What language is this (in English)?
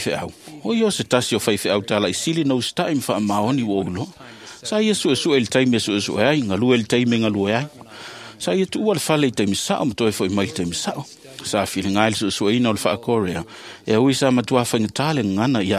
Samoan